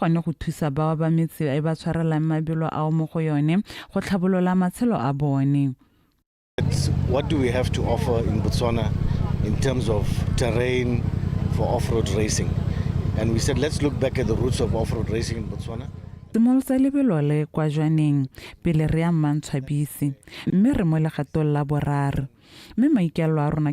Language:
Tswana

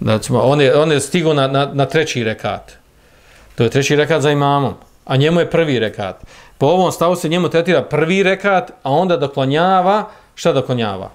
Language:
Bosnian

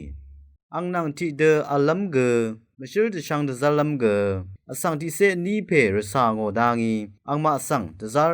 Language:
Rawang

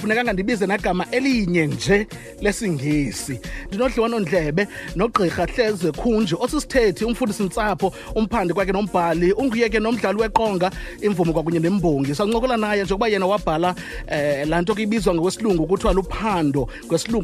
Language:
Xhosa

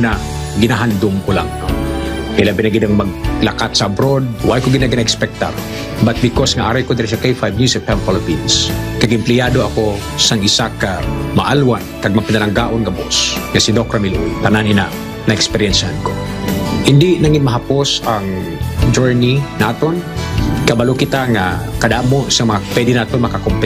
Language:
Hiligaynon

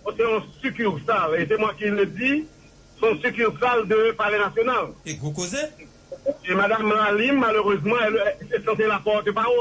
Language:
Haitian Creole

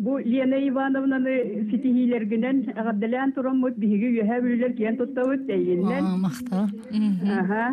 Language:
Yakut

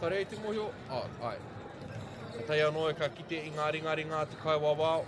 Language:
Māori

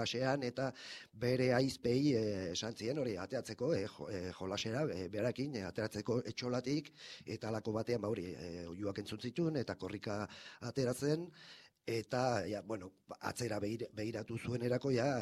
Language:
Basque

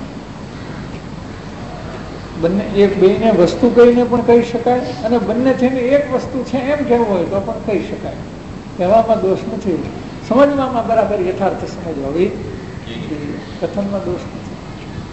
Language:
Gujarati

